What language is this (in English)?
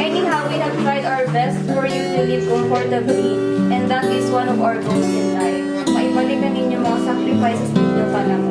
Bikol